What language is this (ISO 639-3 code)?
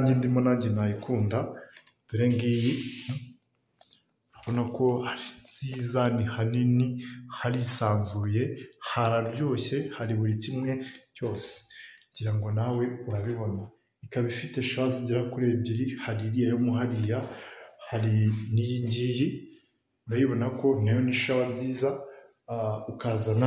kin